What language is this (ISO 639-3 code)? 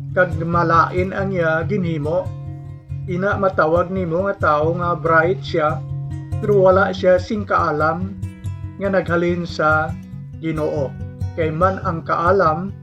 hil